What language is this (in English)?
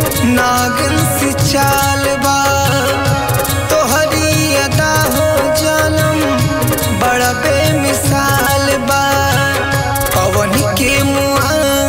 Bhojpuri